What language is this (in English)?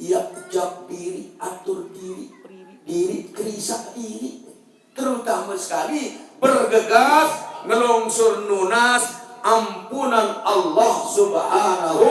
Sasak